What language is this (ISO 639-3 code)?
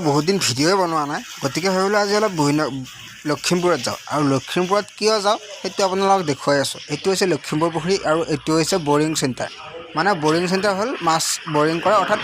asm